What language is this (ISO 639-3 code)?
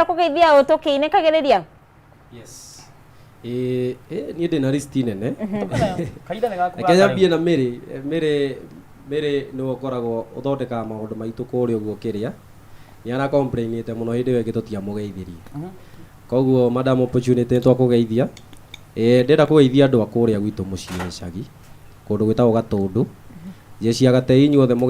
kik